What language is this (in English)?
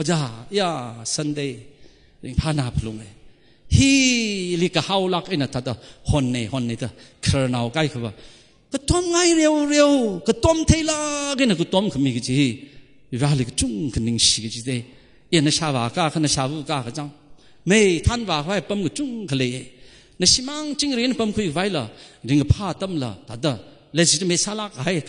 Tangkhul Naga (India)